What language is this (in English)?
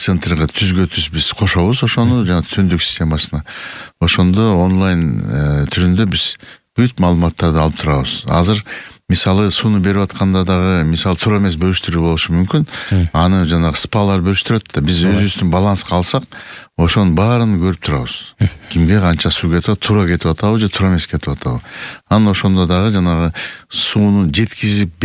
Kyrgyz